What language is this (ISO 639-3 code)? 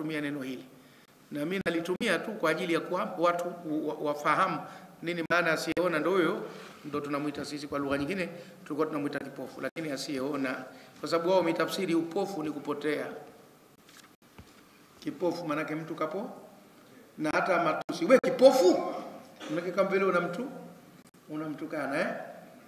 swa